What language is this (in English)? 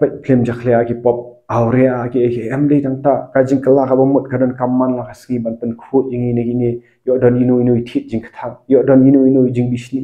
Khasi